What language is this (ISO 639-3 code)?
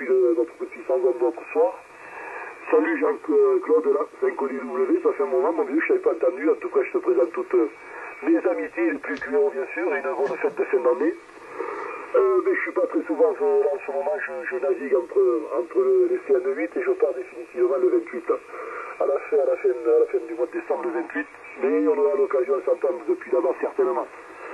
fra